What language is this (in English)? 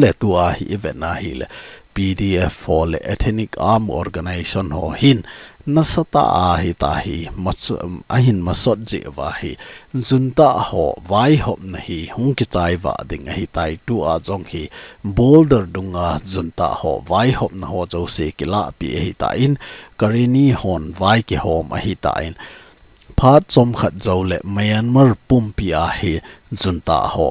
Thado Chin